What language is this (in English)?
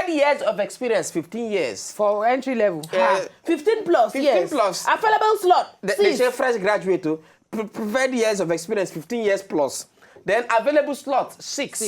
Nigerian Pidgin